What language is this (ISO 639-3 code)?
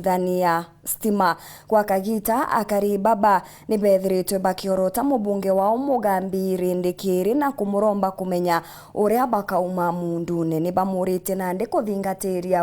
mer